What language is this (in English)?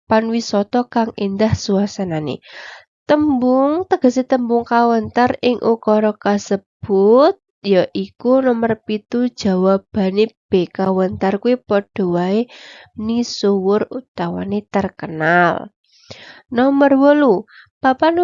Javanese